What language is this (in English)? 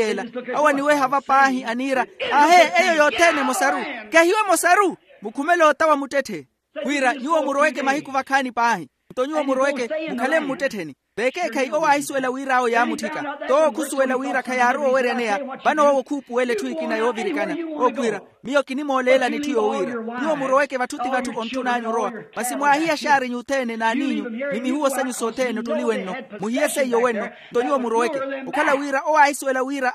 Makhuwa